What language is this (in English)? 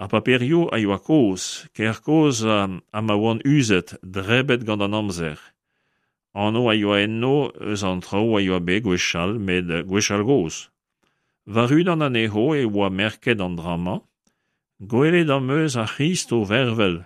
Breton